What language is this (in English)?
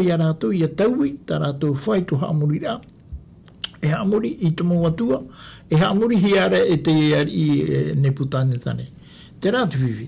Tahitian